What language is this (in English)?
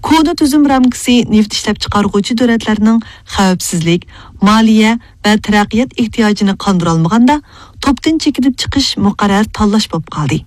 Uyghur